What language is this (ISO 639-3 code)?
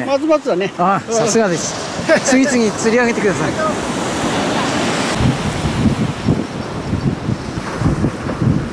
jpn